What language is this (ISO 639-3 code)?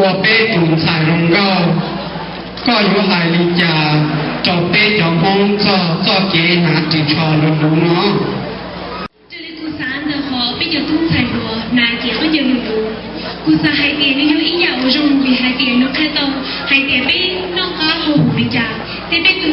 hmn